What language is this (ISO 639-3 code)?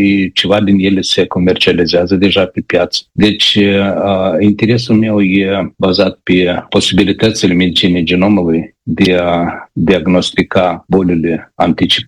ron